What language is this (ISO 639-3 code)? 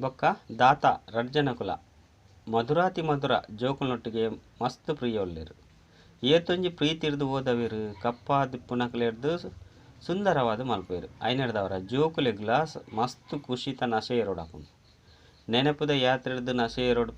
tcy